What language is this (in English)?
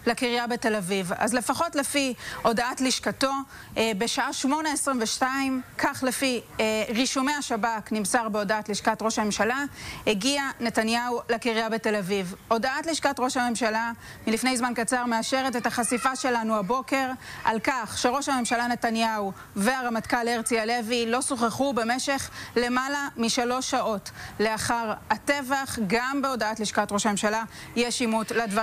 Hebrew